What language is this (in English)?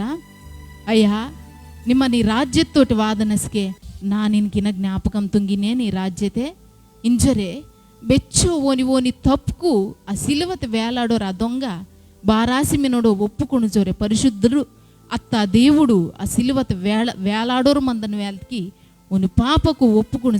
Koya